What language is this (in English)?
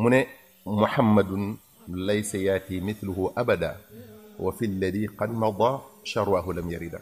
Wolof